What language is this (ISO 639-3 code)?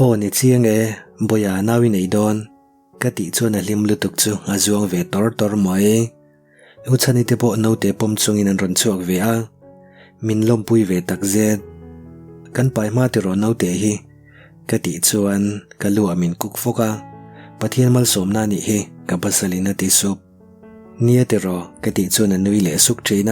lus